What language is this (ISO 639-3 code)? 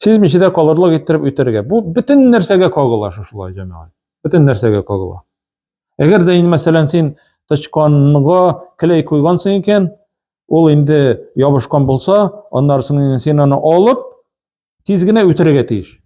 tat